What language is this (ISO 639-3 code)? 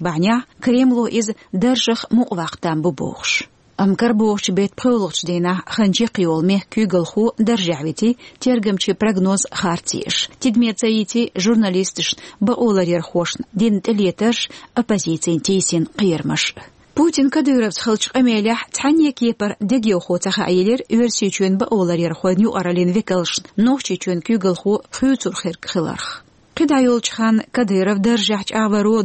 che